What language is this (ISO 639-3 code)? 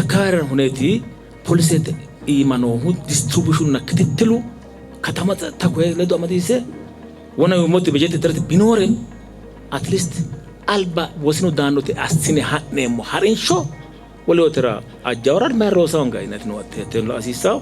sid